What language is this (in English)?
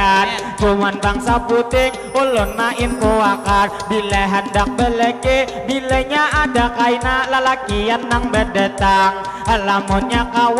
Banjar